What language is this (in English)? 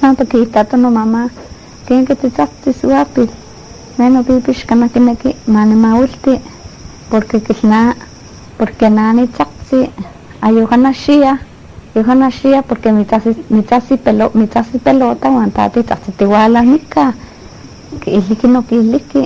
Eastern Huasteca Nahuatl